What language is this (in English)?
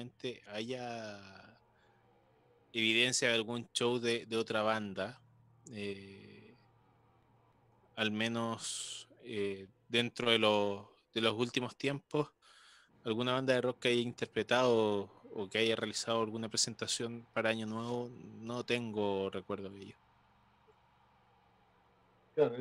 Spanish